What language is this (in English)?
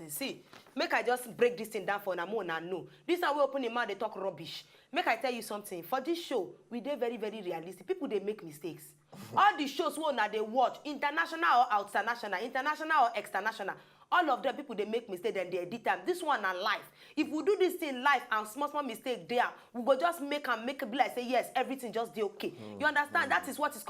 Nigerian Pidgin